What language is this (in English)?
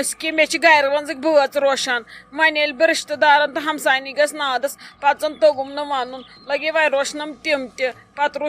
Kashmiri